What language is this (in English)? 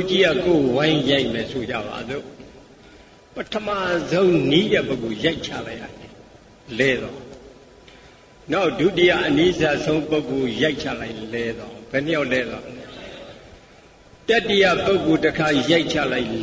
Burmese